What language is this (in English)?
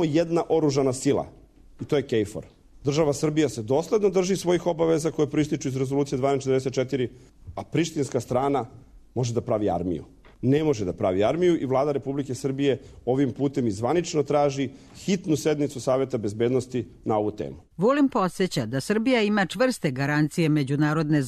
Serbian